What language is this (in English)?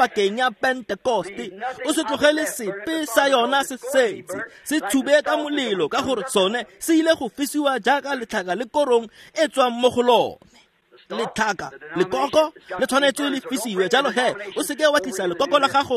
Tswana